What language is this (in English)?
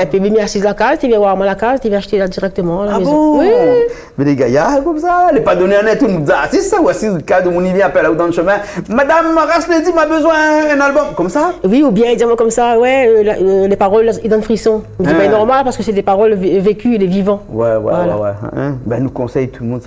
Réunion Creole French